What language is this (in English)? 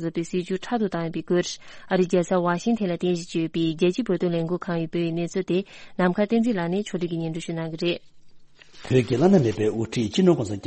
Tibetan